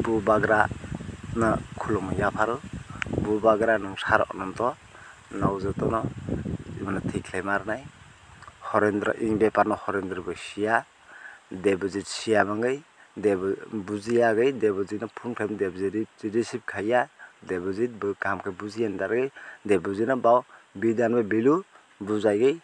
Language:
Riang (India)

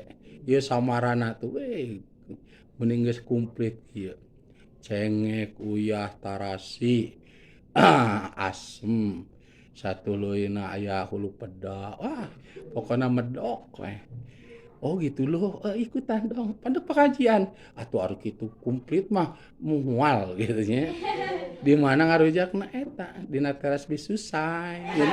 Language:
Sundanese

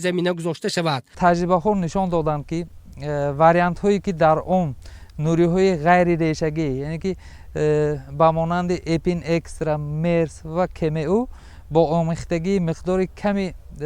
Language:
Tajik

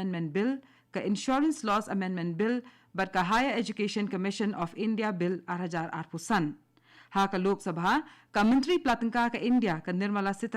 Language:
Khasi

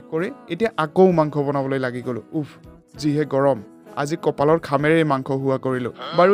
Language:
Assamese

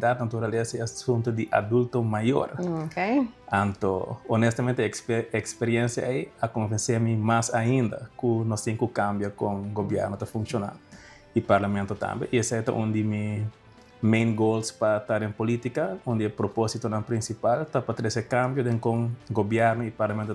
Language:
Papiamento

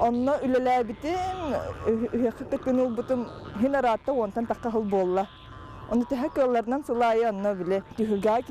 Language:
Yakut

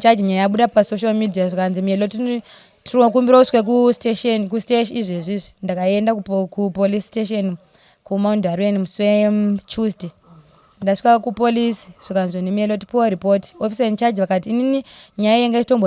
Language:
Shona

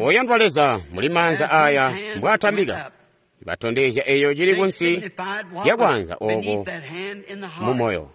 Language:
Tonga (Zambia)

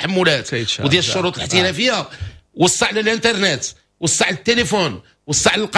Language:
Moroccan Arabic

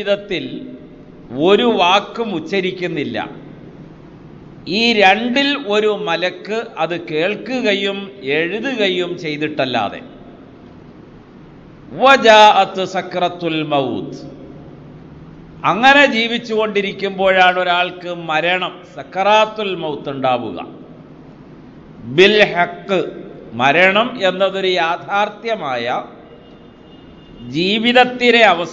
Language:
Malayalam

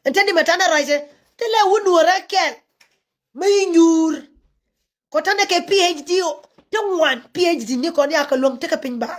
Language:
Nuer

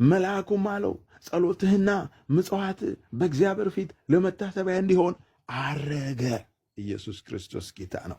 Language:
Amharic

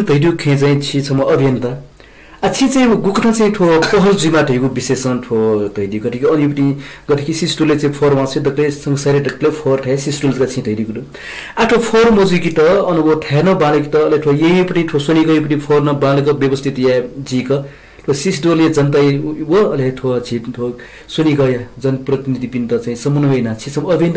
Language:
Newari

